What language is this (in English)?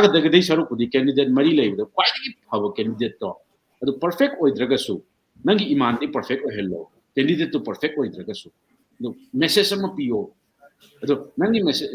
Manipuri